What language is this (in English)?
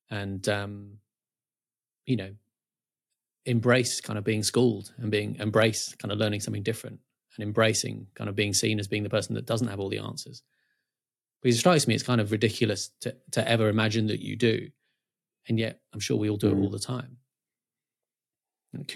English